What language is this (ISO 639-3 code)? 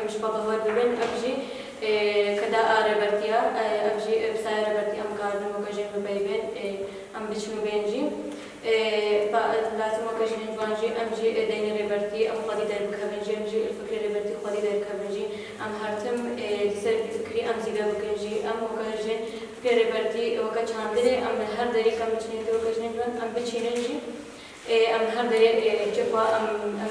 kur